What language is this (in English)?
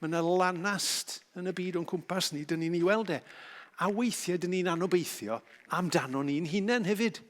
Welsh